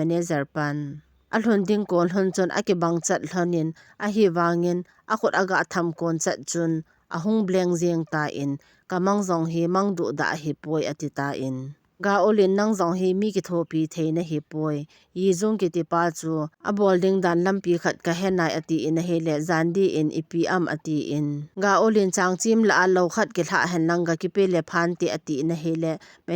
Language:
Thado Chin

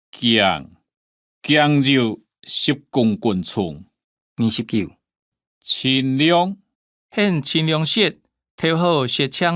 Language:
Hakka Chinese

